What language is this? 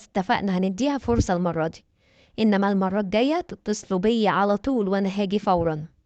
Egyptian Arabic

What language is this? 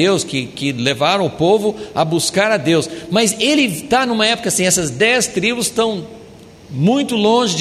Portuguese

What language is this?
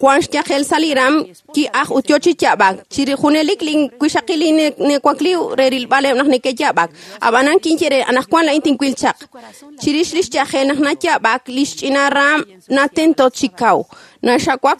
Kekchí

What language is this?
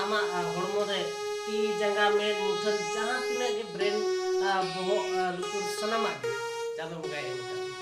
Santali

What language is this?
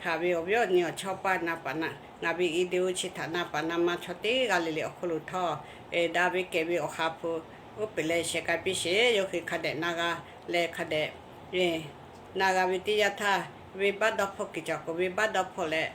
Lahu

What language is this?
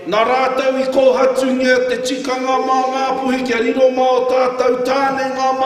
Māori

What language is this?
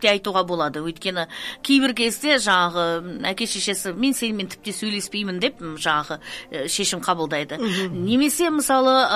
Kazakh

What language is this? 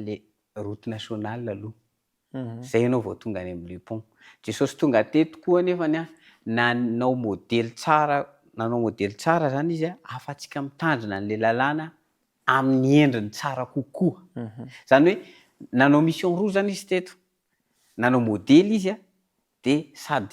Malagasy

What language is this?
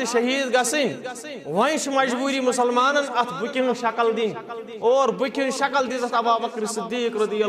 Kashmiri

